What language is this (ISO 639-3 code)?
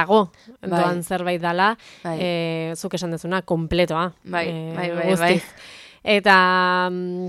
eus